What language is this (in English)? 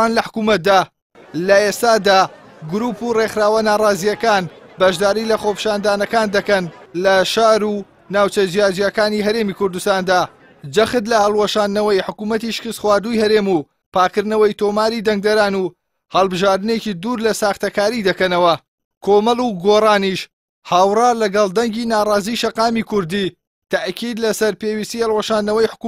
Central Kurdish